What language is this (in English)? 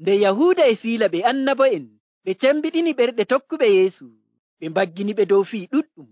Nigerian Fulfulde